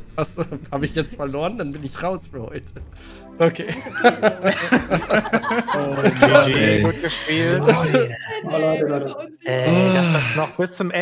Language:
German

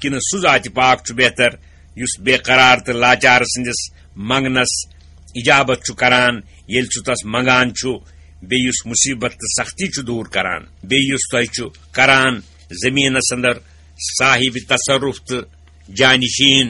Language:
Kashmiri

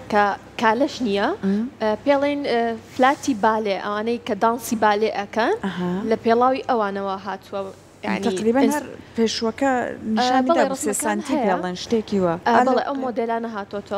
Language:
Central Kurdish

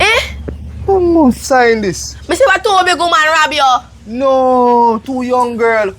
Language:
Jamaican Creole English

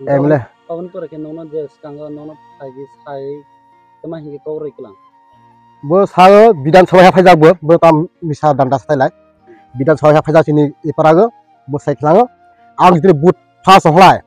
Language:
Kok Borok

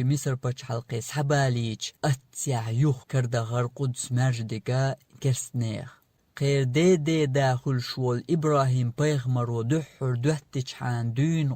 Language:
Chechen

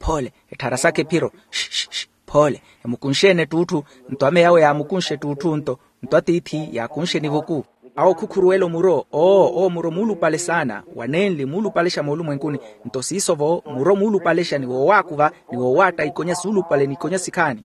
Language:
Makhuwa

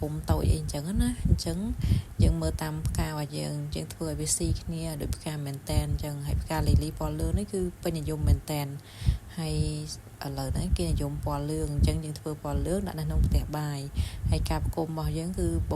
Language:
Khmer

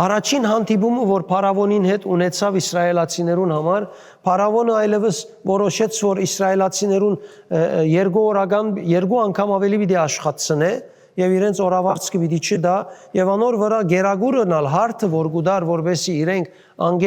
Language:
Western Armenian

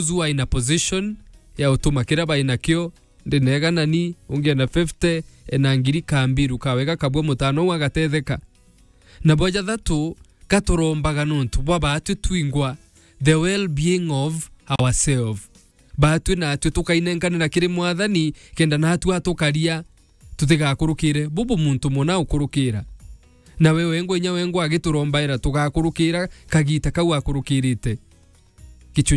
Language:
Meru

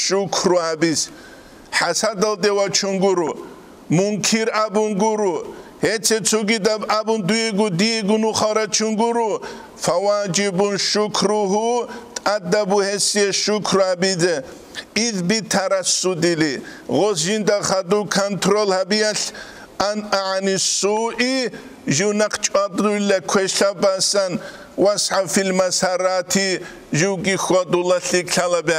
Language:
Avaric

